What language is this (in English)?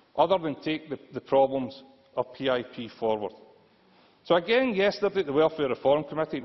English